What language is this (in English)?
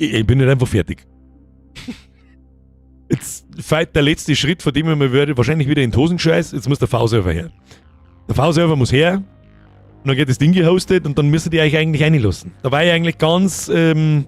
Bavarian